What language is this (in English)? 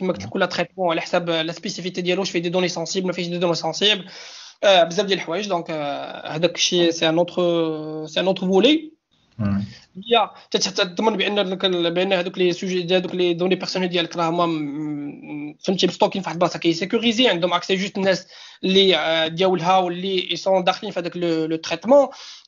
Moroccan Arabic